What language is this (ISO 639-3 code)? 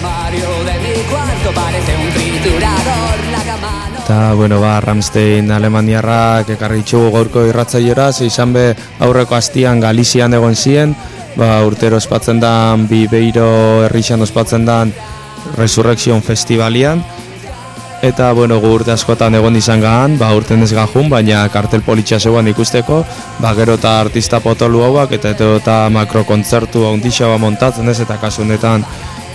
eus